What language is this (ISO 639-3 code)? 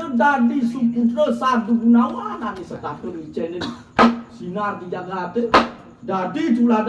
ban